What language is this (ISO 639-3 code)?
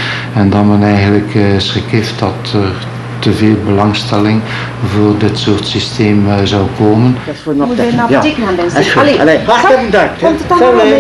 nld